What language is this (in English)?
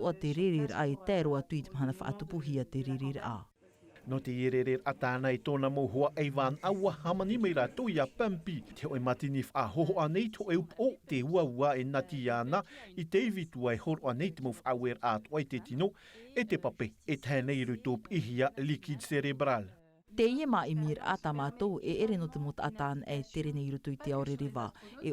Tahitian